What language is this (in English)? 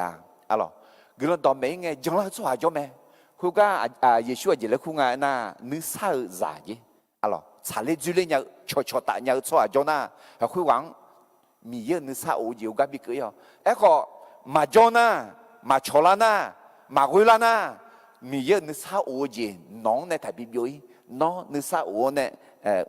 Akha